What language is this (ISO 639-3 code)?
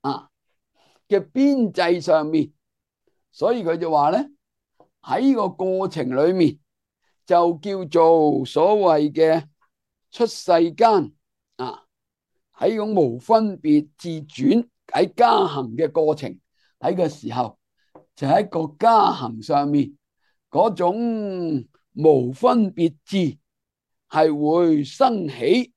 yue